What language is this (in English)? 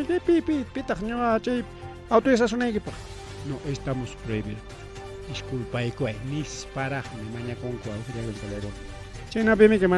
Ayacucho Quechua